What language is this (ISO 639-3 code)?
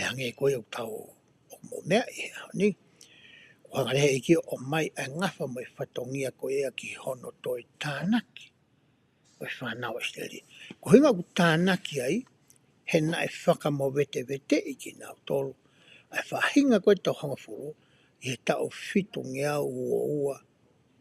ton